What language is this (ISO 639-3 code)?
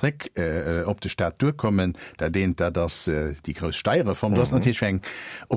ltz